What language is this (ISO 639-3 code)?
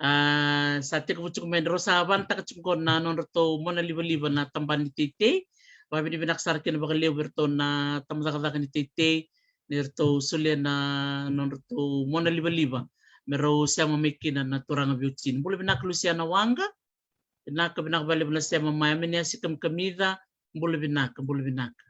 fij